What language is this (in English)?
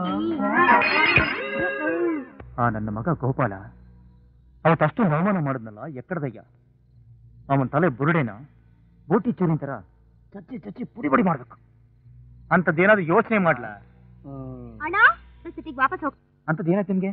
Kannada